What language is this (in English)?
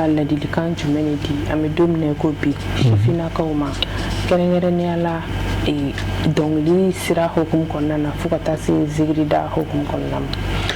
Bambara